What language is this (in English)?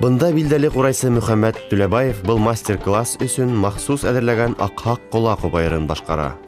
Bashkir